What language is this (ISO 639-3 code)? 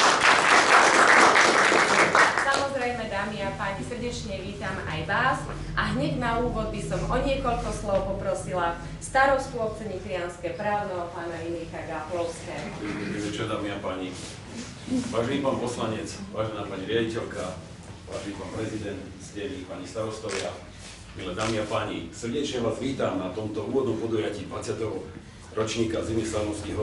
slk